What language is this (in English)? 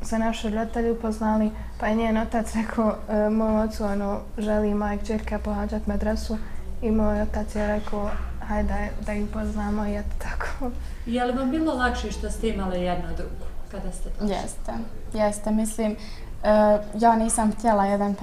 Bosnian